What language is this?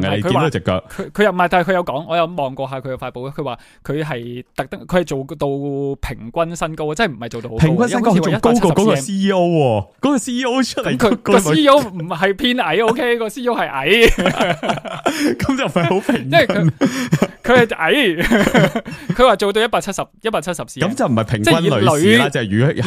Cantonese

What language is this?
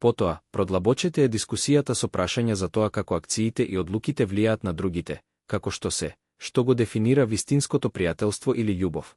Macedonian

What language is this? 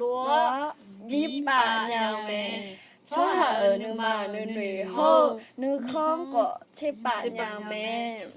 Akha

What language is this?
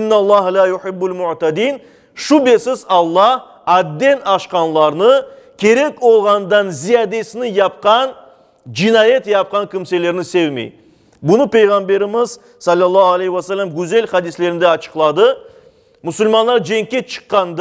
Crimean Tatar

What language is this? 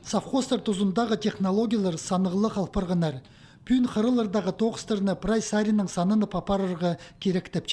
Khakas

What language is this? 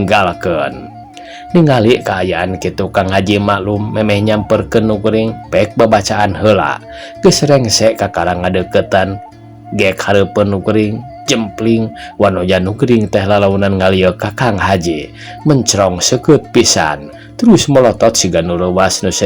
Sundanese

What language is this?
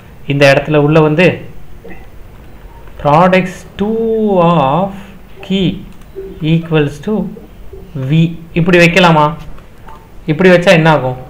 Tamil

